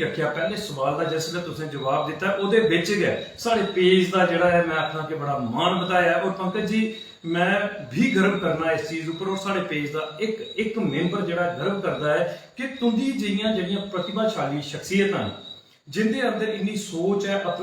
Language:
Dogri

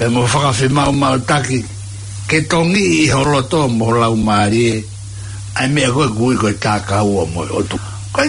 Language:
Tongan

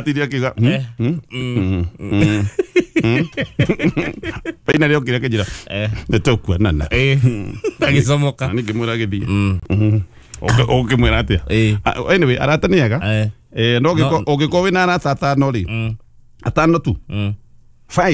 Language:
Kikuyu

